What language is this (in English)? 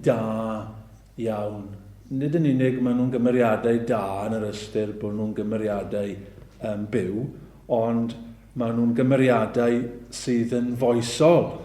Welsh